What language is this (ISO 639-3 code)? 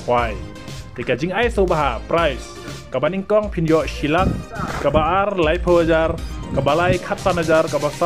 kha